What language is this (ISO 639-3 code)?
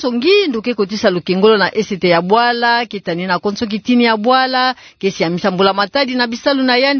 ktu